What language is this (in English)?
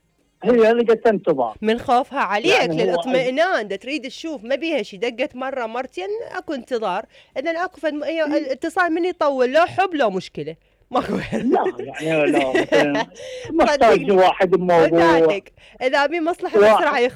Mesopotamian Arabic